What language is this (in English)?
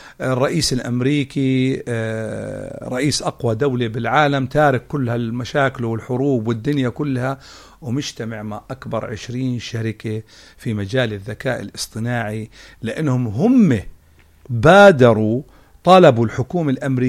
North Levantine Arabic